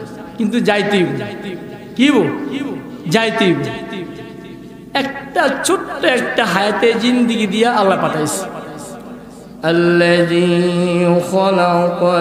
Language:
Bangla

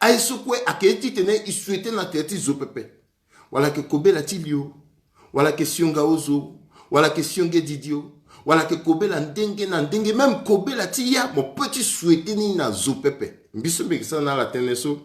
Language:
Sango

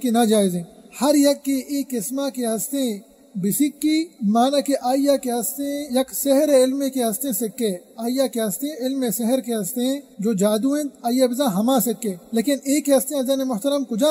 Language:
Baluchi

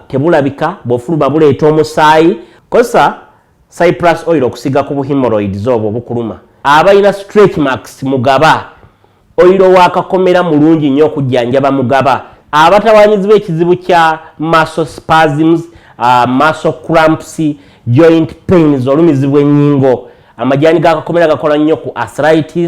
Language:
Ganda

